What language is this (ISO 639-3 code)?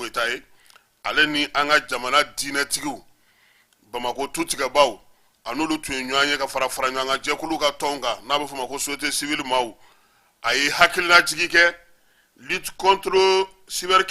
bam